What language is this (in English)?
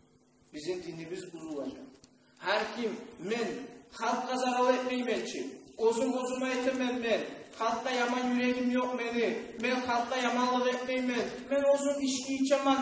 Kumyk